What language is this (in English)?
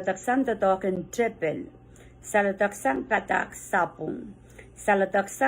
Pohnpeian